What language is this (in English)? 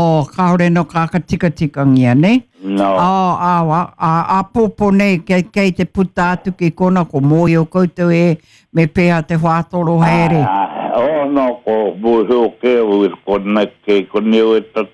Māori